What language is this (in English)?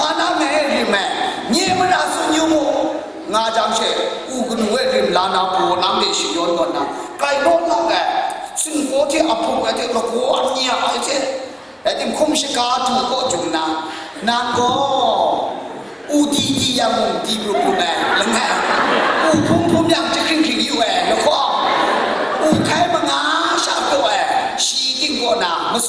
Kachin